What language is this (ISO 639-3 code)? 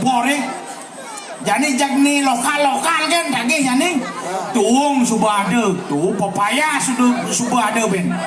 ban